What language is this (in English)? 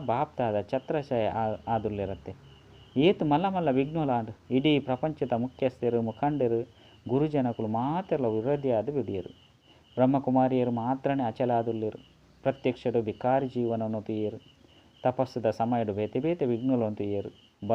Tulu